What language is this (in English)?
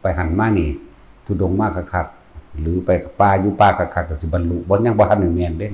Lao